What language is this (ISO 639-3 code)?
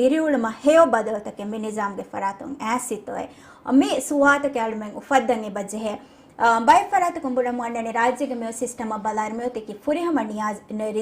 div